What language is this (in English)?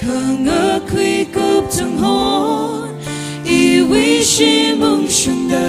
Tangkhul Naga (India)